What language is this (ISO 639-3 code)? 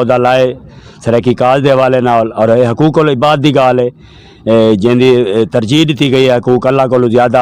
skr